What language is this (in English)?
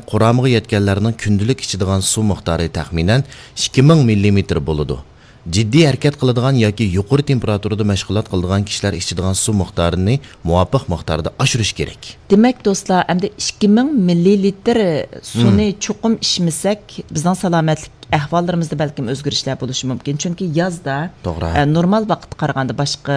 Uyghur